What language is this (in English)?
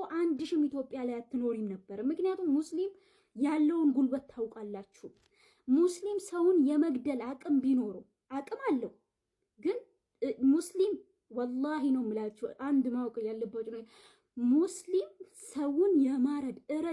Amharic